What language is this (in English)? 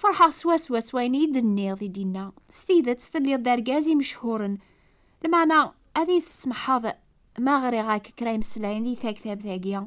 Kabyle